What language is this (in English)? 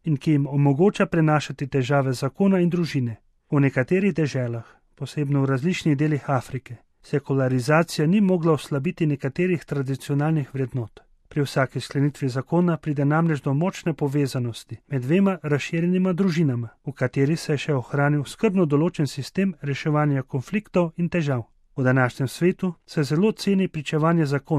Slovenian